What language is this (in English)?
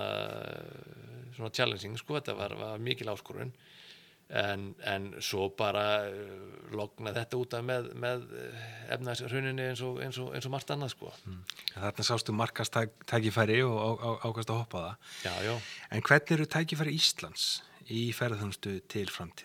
Icelandic